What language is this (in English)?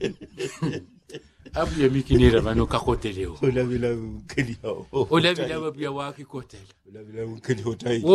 Swahili